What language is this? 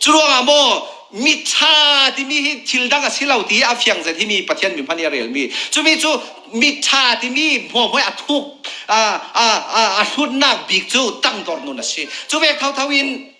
Falam Chin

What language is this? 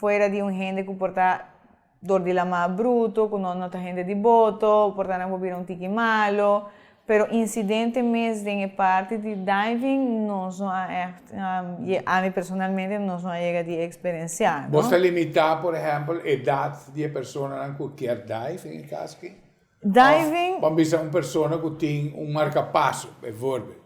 Papiamento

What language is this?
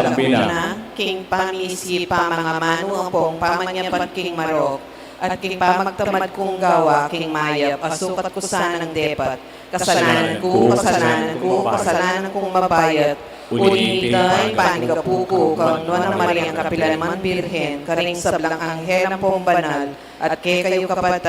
Pampanga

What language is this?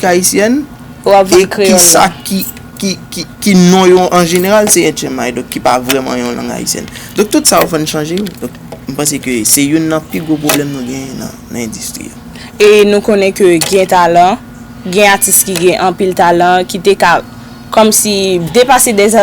Haitian Creole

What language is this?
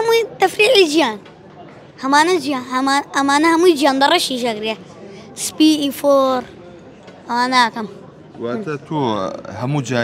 Central Kurdish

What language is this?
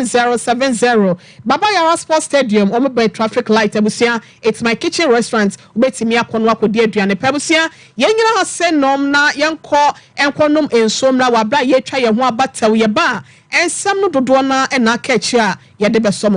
Akan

